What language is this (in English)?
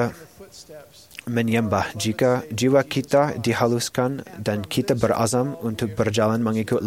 Malay